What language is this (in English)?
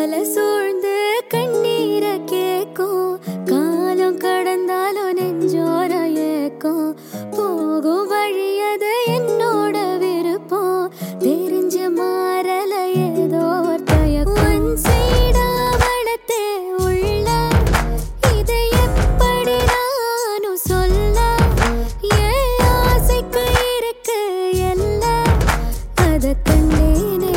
Tamil